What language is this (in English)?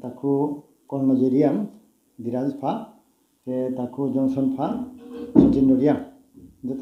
Riang (India)